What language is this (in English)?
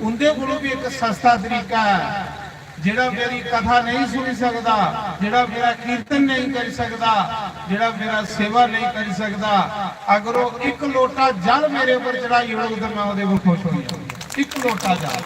Dogri